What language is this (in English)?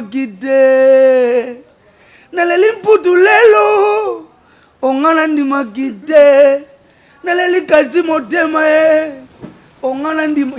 Lingala